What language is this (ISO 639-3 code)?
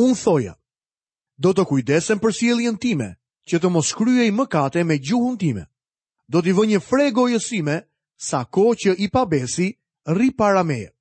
sqi